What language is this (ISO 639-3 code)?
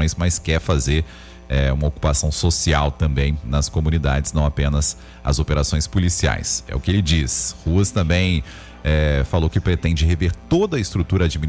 por